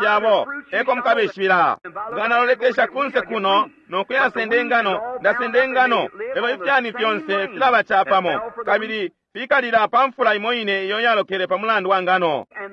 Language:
Bemba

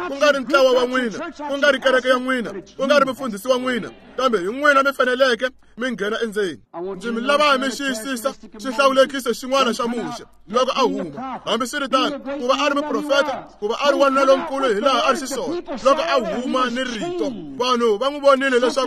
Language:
Tsonga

